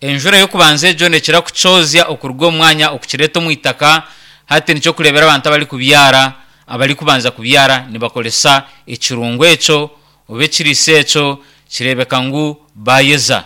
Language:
Nyankole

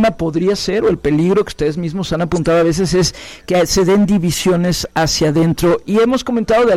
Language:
Spanish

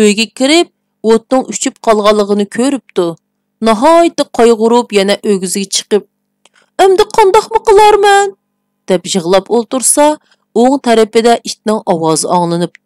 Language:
Uyghur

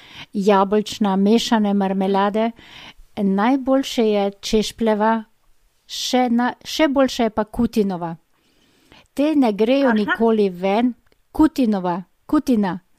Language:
Slovenian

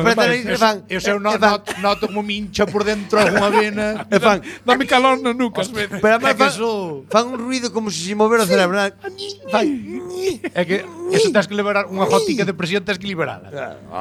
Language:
Galician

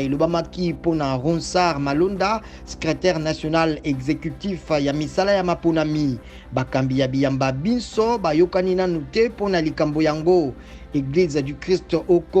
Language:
Lingala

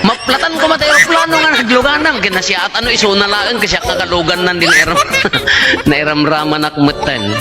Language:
Iloko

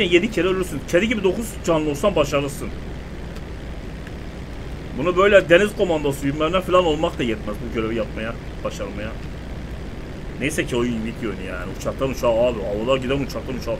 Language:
Turkish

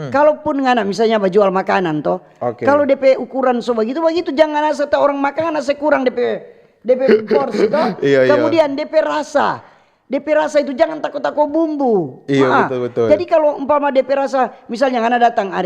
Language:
Manado Malay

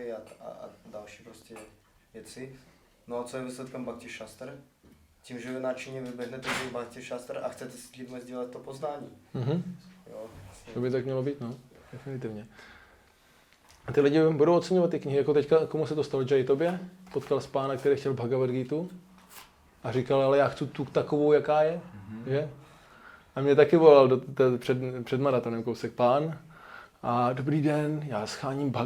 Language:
Czech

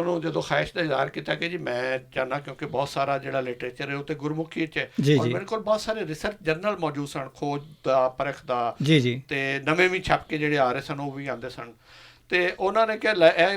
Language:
Western Panjabi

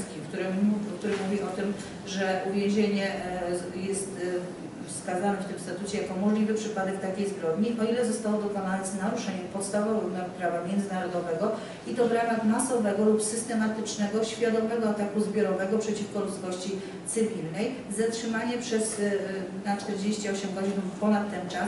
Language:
Polish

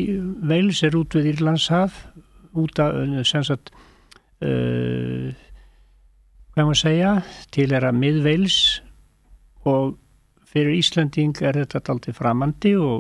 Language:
Icelandic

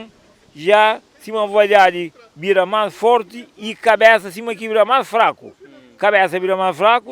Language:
Kabuverdianu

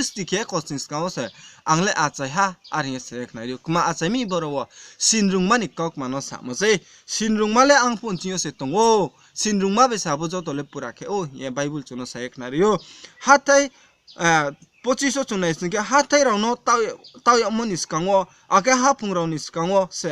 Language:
Riang (India)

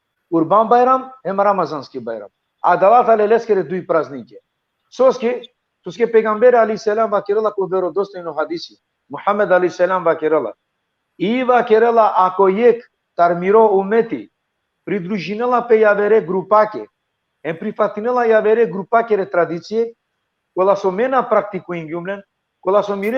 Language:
Balkan Romani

